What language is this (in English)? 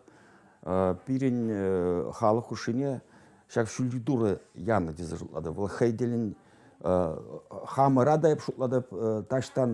Chuvash